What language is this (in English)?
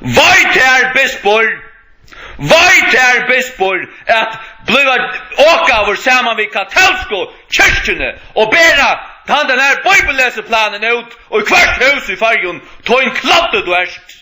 Faroese